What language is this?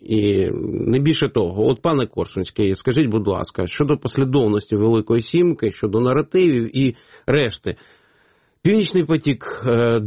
Ukrainian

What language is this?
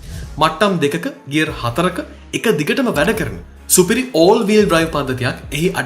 Sinhala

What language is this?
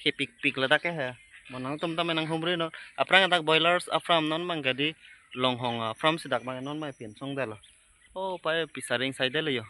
Karbi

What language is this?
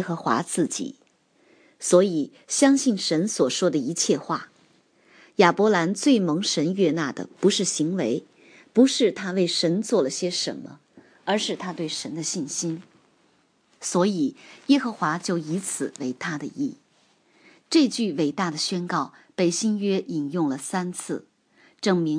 Chinese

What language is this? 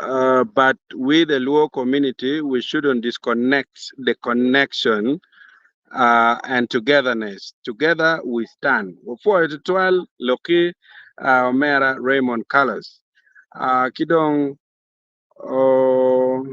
Acoli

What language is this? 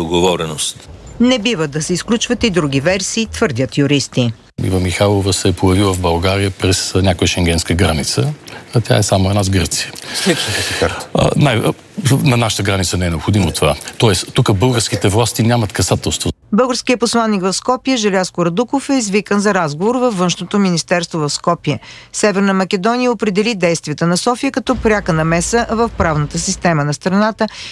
Bulgarian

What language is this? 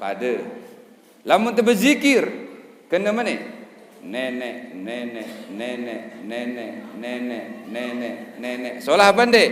Sasak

